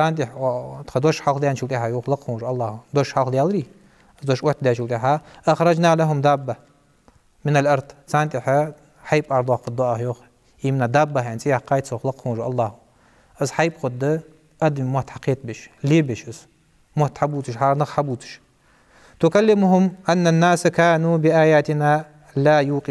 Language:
Ingush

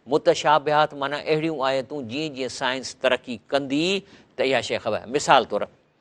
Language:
Sindhi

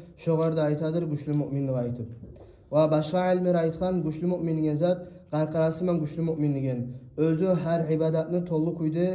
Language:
Kumyk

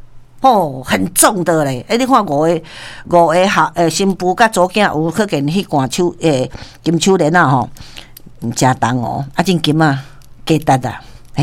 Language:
Min Nan Chinese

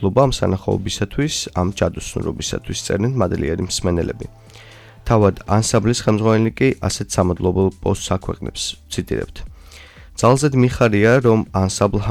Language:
Georgian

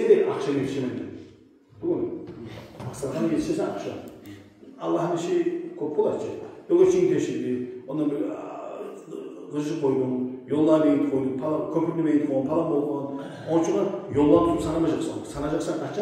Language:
Kumyk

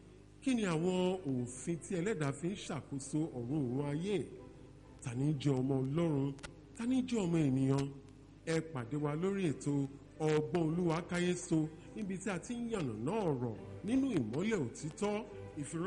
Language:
Yoruba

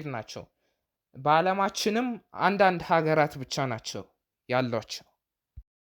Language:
Amharic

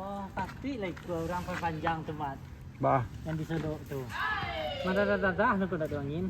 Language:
Minangkabau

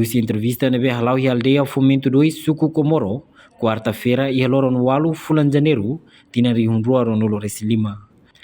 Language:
Tetum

